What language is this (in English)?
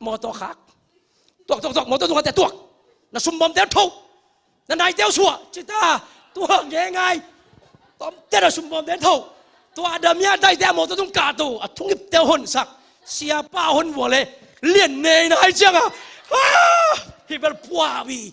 Tedim Chin